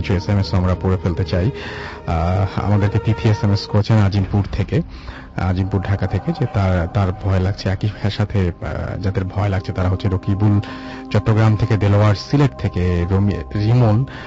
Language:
Bangla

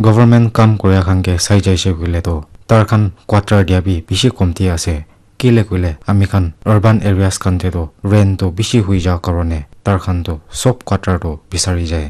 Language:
Naga Pidgin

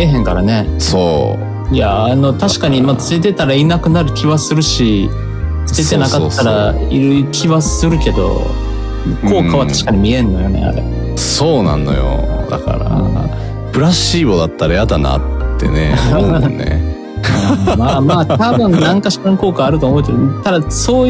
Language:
Japanese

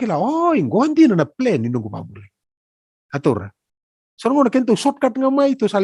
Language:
Fijian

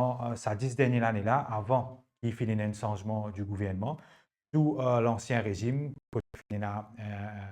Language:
Morisyen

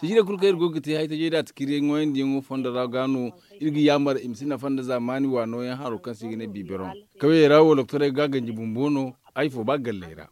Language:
Zarma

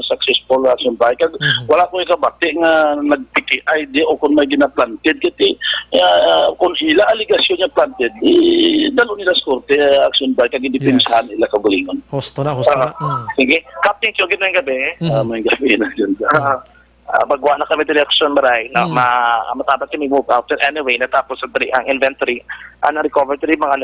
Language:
Hiligaynon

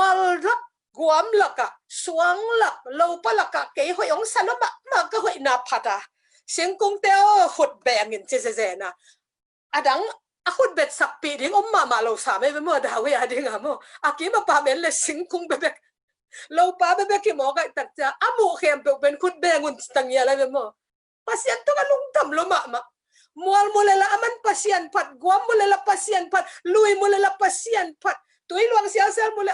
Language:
Tedim Chin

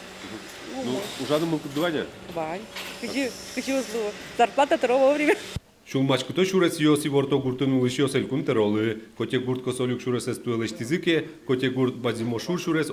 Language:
Udmurt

